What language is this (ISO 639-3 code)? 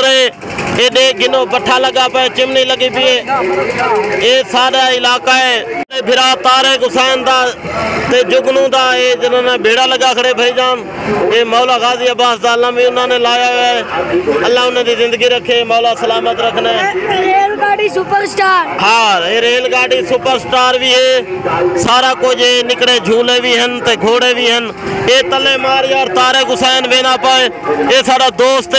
skr